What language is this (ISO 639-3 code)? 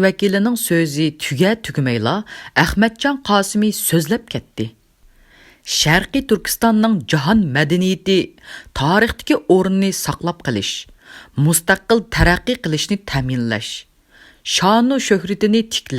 uig